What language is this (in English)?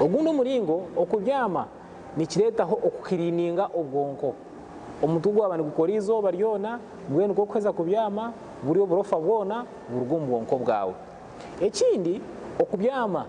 Nyankole